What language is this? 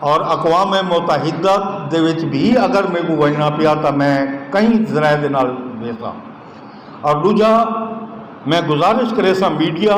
Saraiki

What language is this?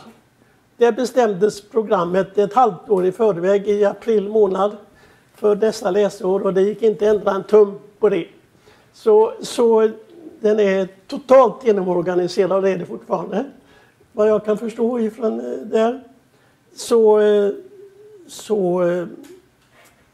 Swedish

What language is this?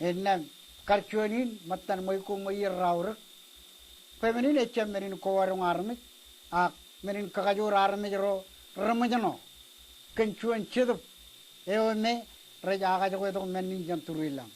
Marshallese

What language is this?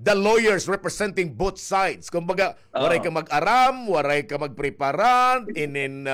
Waray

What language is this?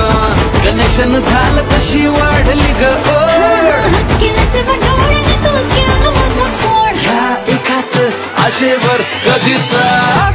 Marathi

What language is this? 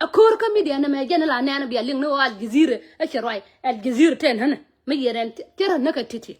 Nuer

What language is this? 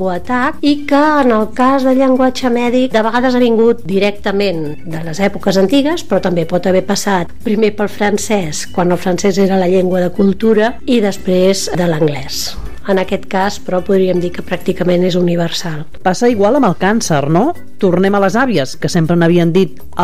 Catalan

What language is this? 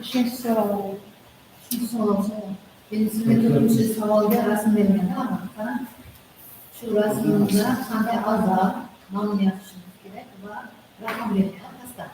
Kara-Kalpak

